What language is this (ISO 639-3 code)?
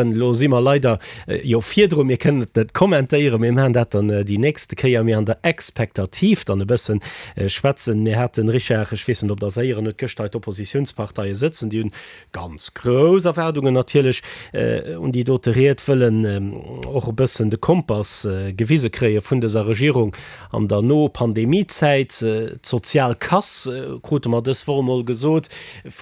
ltz